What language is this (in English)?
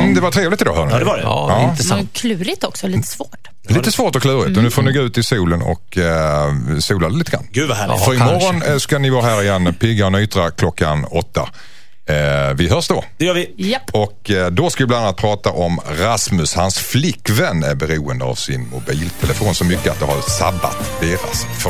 Swedish